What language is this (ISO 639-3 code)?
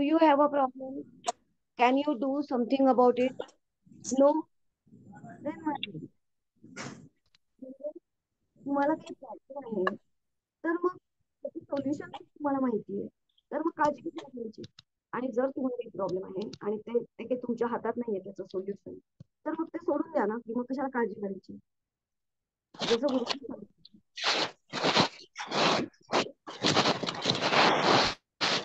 mar